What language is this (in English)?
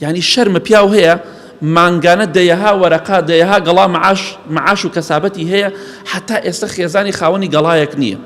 Central Kurdish